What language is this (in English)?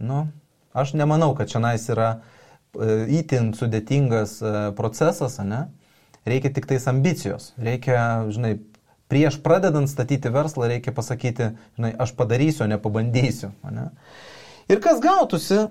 Lithuanian